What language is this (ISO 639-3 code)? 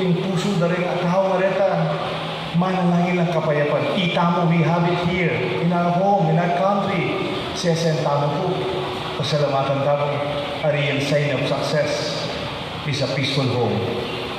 pam